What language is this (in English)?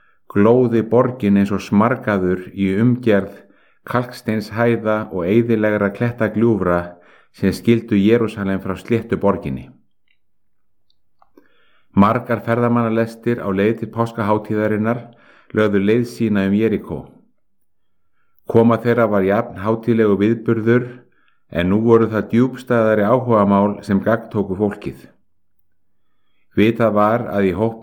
Icelandic